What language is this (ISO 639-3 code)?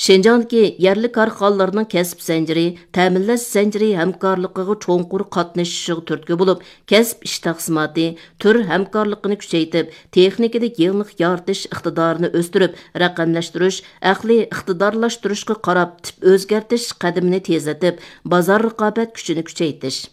uig